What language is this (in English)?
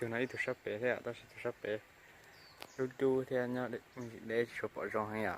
Hmong